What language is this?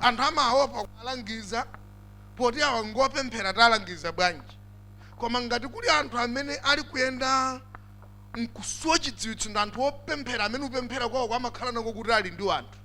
Nyanja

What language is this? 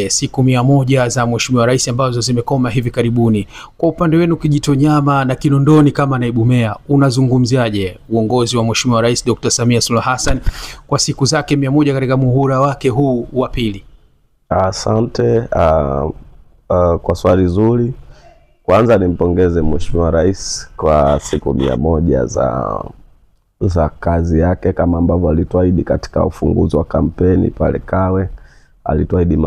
Swahili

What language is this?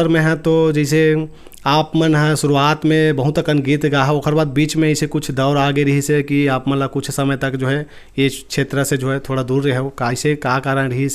Chhattisgarhi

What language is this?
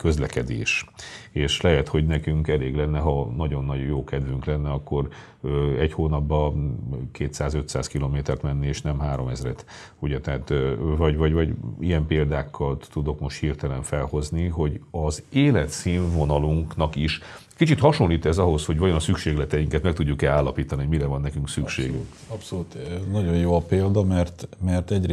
Hungarian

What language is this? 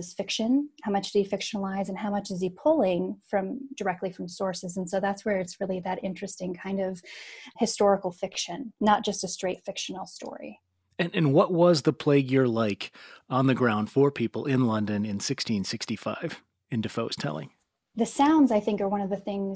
English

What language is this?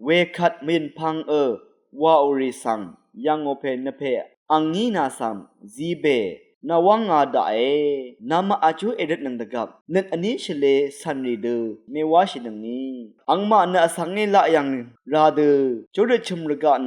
Rawang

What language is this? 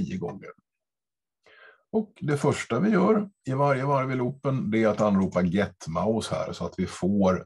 Swedish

